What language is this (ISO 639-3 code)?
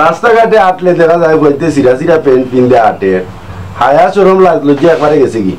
syl